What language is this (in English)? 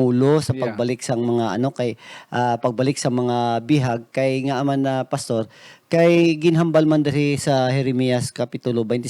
Hiligaynon